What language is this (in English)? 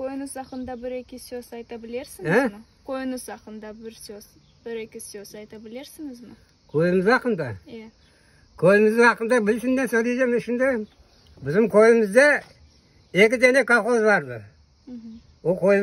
Crimean Tatar